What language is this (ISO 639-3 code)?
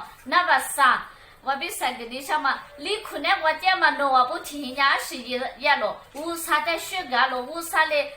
lis